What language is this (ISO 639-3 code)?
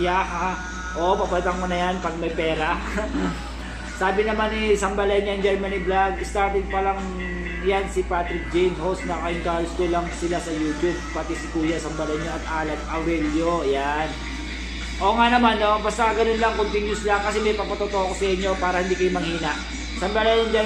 fil